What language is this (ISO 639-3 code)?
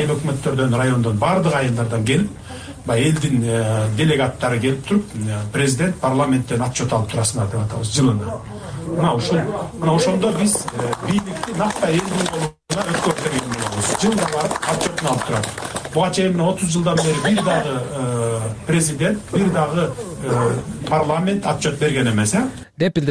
kir